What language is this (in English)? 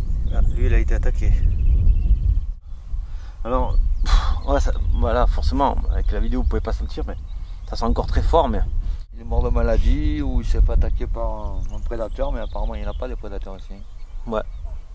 French